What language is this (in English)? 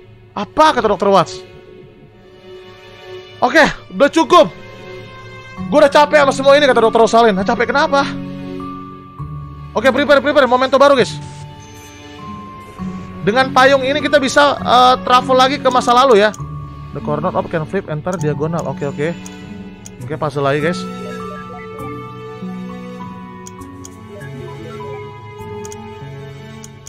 Indonesian